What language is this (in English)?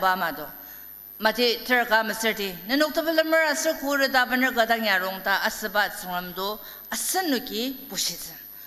Ao Naga